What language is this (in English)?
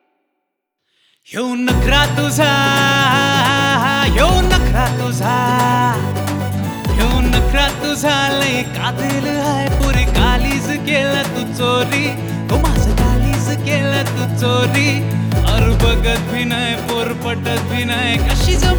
Marathi